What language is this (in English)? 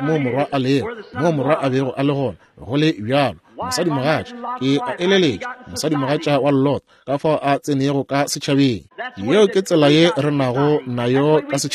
Northern Sotho